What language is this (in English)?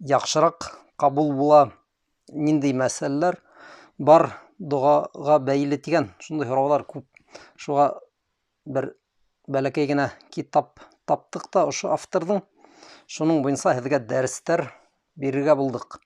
Bashkir